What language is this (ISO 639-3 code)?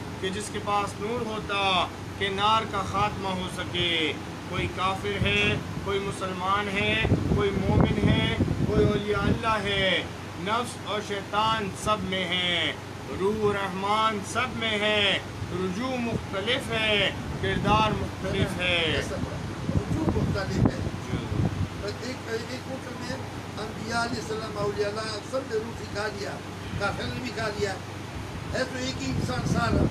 urd